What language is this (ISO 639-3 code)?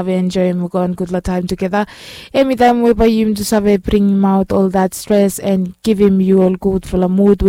bis